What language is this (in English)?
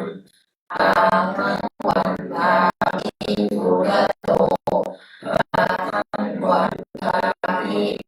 Pali